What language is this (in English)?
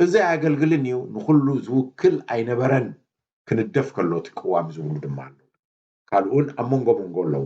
Tigrinya